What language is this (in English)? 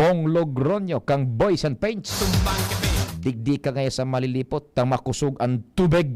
Bikol